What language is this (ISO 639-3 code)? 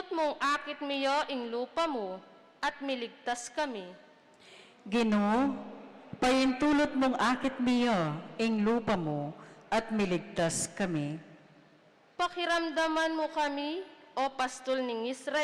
pam